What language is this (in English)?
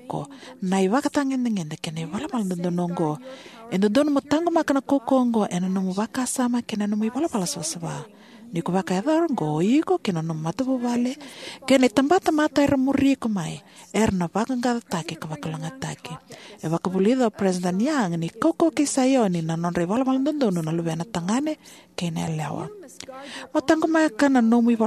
Fijian